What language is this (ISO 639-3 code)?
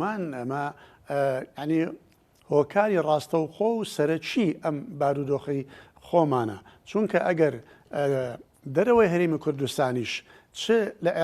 ckb